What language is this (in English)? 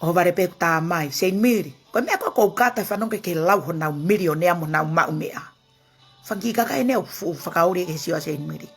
Tongan